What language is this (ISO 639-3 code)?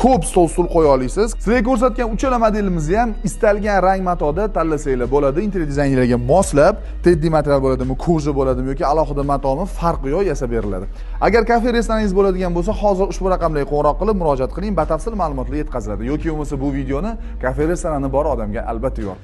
uzb